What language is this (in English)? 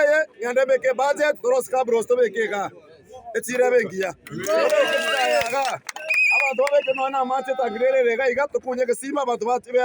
Gusii